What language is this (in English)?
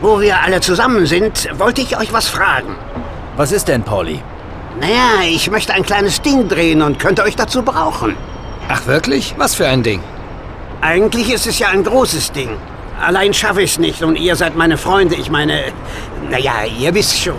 Bavarian